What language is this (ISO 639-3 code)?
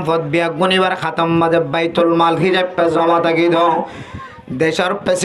rhg